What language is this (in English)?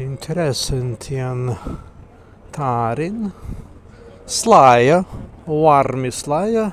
Prussian